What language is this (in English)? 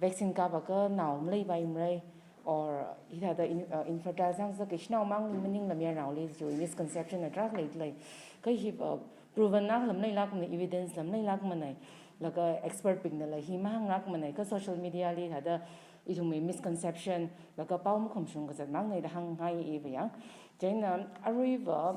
Tangkhul Naga (India)